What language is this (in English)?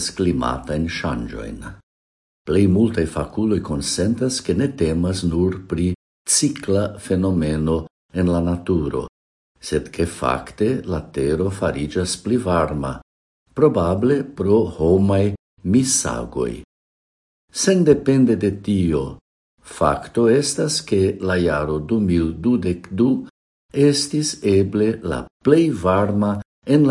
Esperanto